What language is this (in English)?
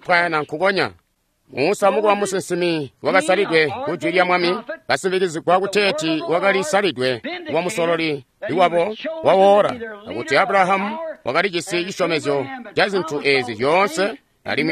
Tonga (Zambia)